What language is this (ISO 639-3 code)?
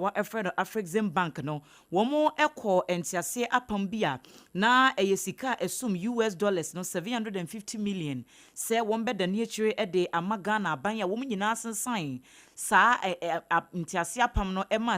aka